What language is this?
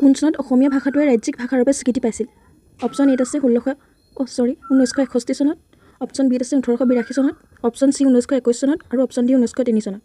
Assamese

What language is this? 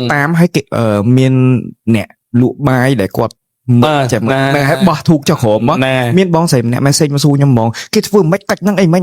Khmer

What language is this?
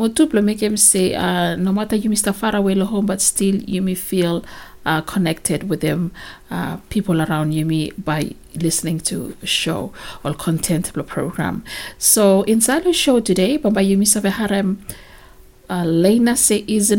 Bislama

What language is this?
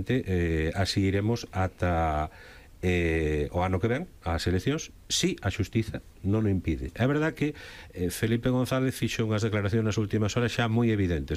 Galician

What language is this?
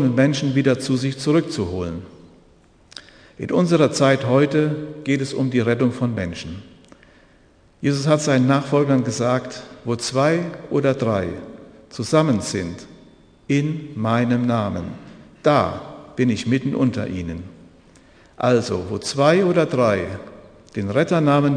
German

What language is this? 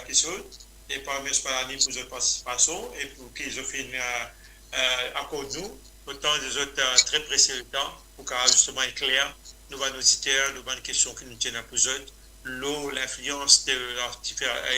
Morisyen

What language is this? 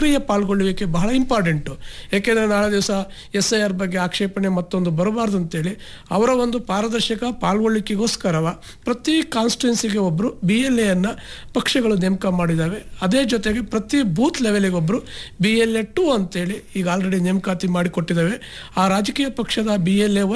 Kannada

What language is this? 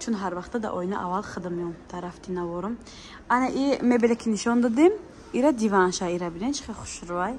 Tajik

